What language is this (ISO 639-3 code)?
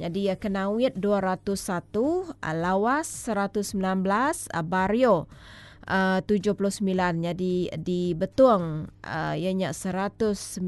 iba